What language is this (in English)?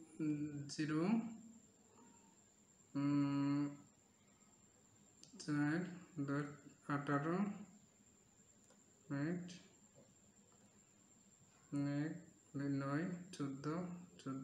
Bangla